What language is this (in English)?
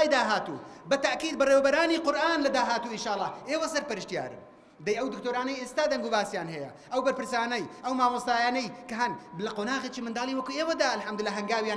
Central Kurdish